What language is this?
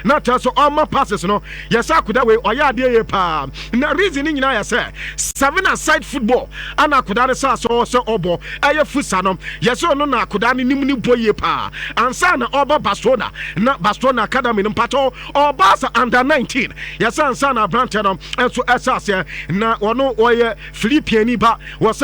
Akan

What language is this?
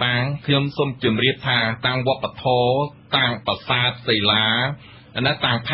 Khmer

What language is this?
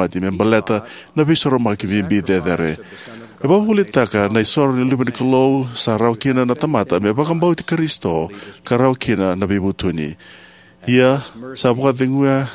Fijian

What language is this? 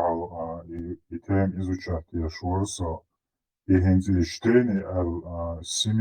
Chechen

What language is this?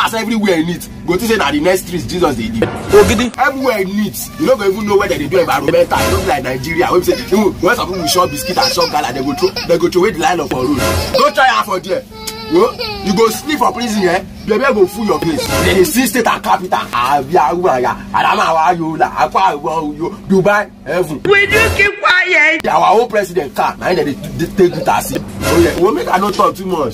Nigerian Pidgin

